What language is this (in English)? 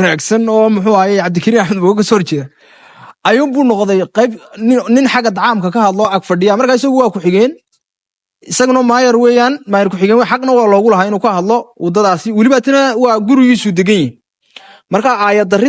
Somali